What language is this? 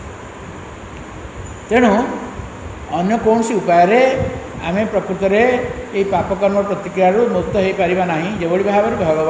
Odia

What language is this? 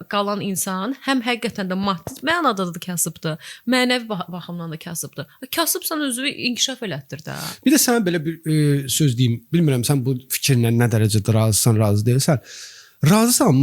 Azerbaijani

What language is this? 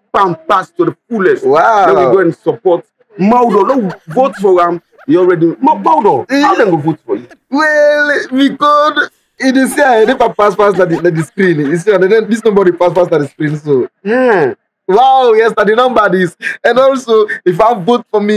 Krio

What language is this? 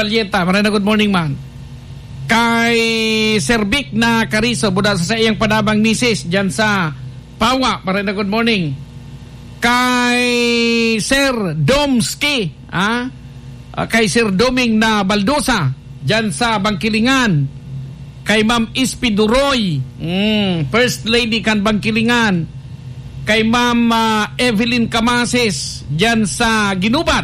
Bikol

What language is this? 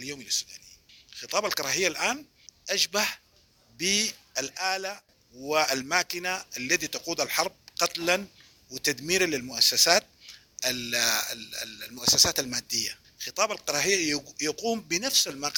Sudanese Arabic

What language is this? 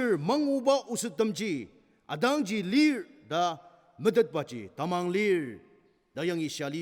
Ao Naga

